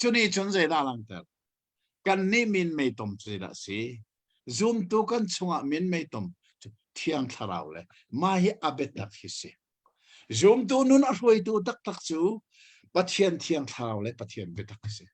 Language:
Hakha Chin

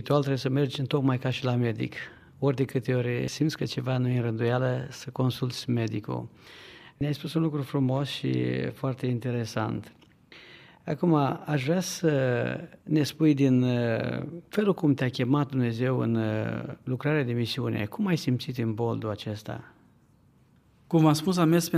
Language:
Romanian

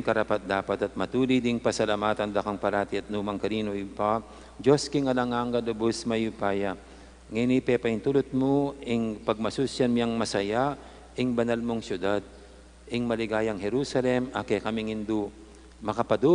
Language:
Pampanga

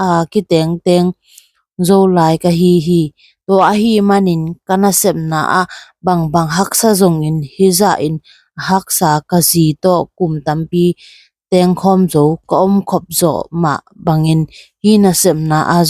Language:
Tedim Chin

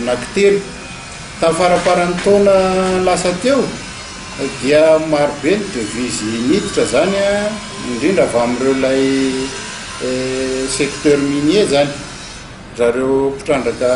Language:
Malagasy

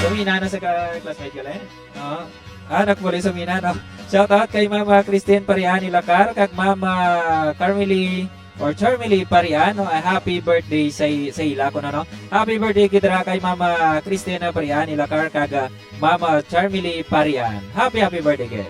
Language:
Hiligaynon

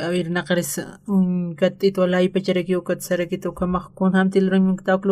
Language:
Aymara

